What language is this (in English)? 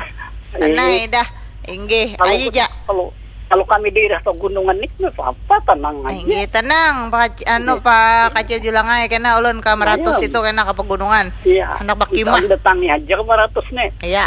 Banjar